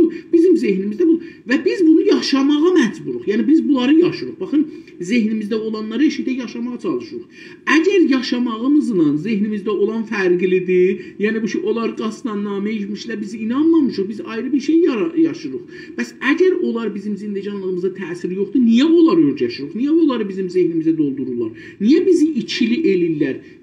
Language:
South Azerbaijani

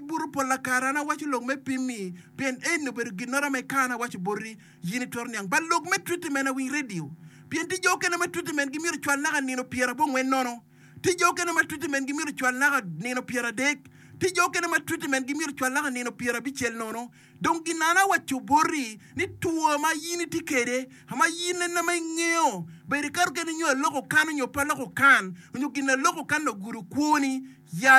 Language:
Acoli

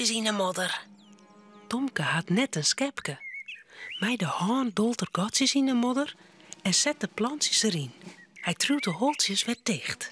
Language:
Western Frisian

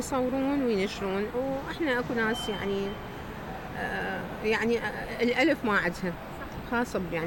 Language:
Mesopotamian Arabic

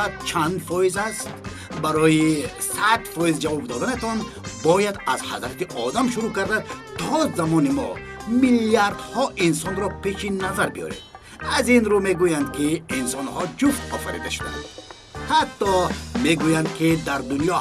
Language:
Tajik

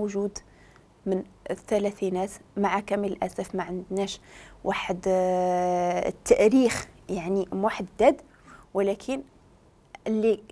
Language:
Moroccan Arabic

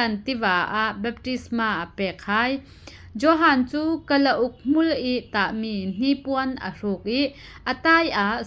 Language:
Falam Chin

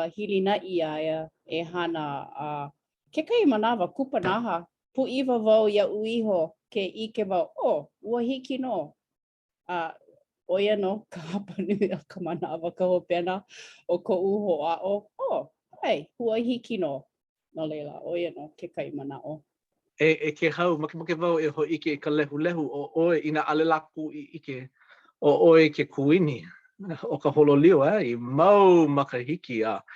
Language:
Hawaiian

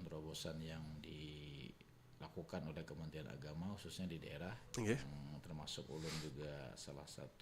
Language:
Banjar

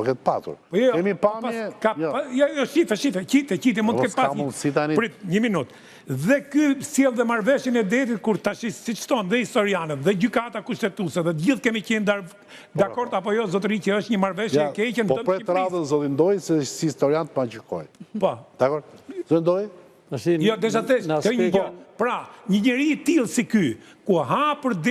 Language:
Albanian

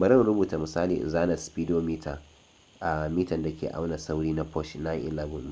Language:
Hausa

